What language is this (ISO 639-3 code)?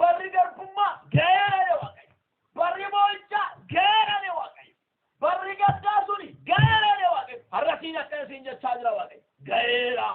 orm